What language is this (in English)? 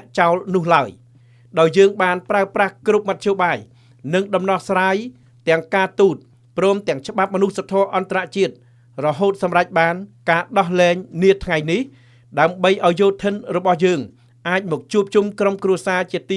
Khmer